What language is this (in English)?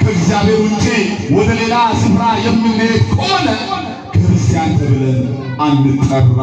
Amharic